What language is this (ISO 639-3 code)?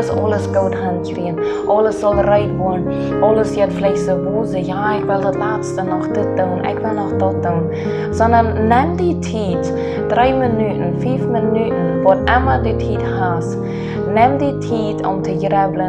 pdt